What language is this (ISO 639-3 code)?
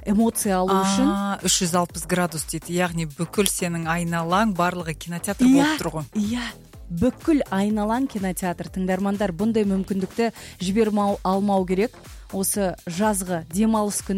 kaz